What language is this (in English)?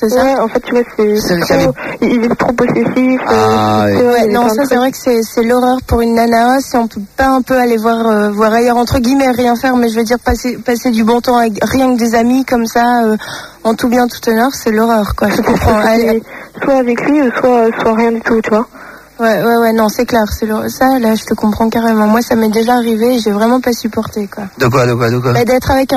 French